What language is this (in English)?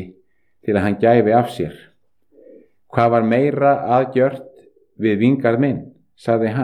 Icelandic